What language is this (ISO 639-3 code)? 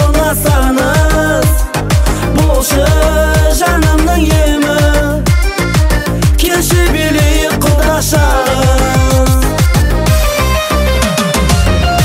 kaz